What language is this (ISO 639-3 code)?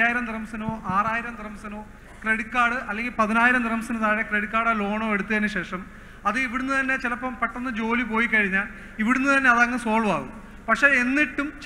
mal